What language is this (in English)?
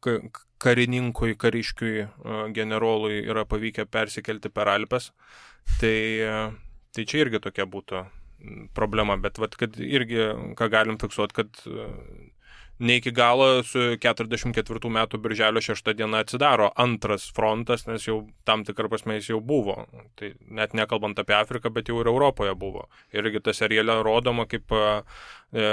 Lithuanian